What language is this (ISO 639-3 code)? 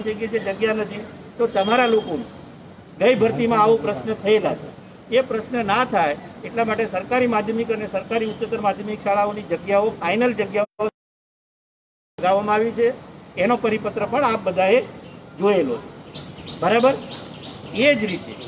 guj